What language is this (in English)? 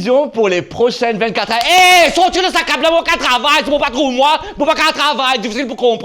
Morisyen